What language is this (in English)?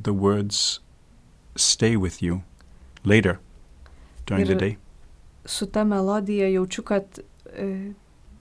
Lithuanian